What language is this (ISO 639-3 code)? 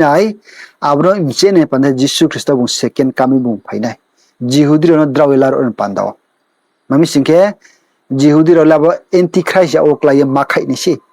ria